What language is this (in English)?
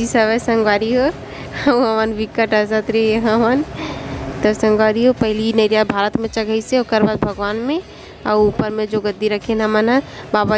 Chhattisgarhi